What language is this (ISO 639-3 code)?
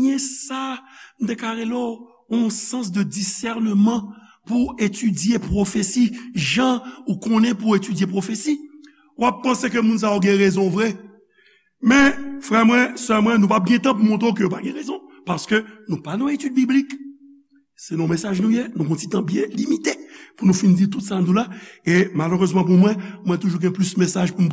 hat